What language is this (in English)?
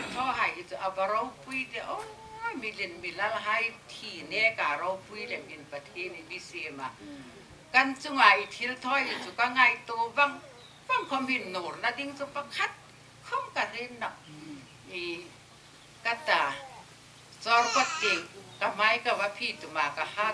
Hmar